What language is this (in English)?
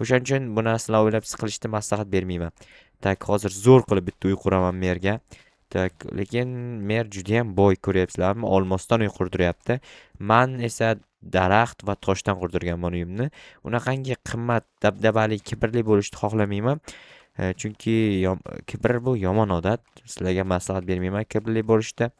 Uzbek